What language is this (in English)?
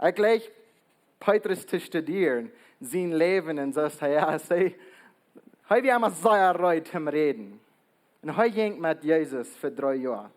Plautdietsch